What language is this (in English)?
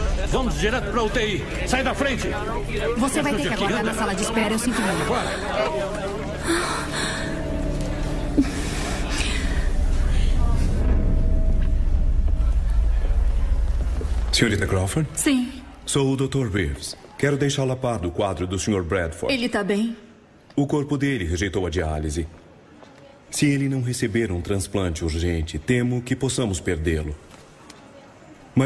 Portuguese